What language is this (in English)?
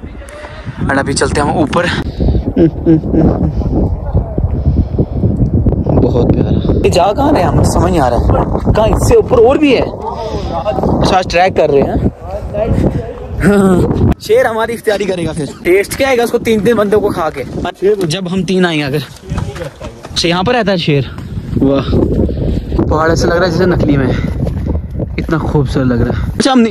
Hindi